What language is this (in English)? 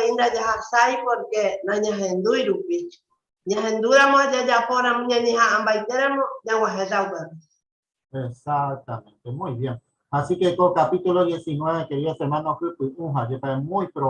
Guarani